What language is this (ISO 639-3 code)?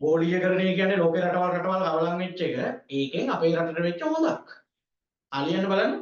sin